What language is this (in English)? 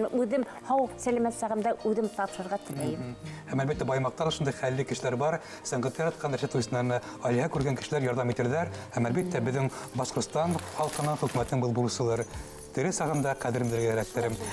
Bashkir